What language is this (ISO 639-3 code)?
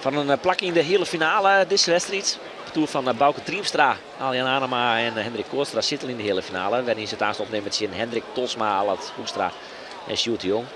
fry